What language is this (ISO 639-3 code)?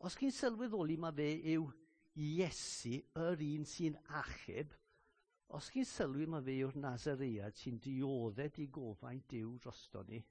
cym